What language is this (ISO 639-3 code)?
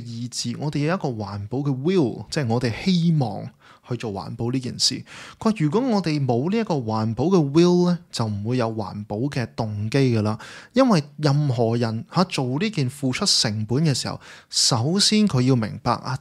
yue